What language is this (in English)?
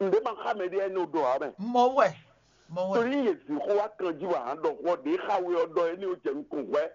Fon